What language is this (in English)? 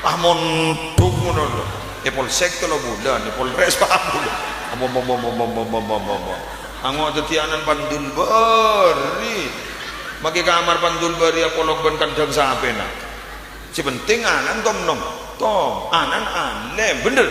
Madurese